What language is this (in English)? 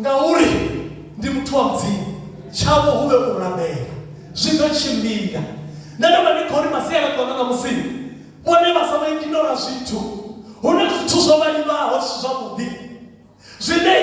Venda